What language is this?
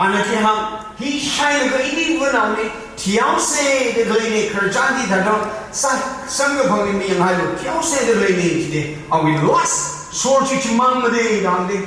Tangkhul Naga (India)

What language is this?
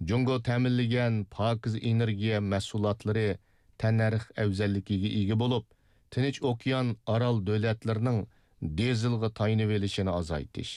Uyghur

